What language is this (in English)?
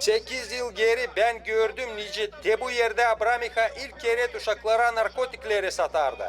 Gagauz